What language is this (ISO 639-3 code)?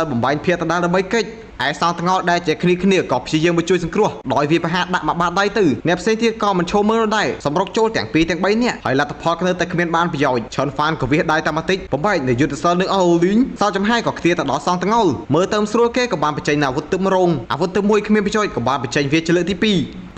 khm